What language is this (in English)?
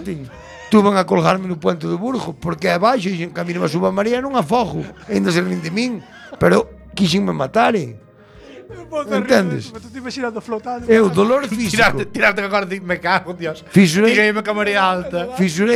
Galician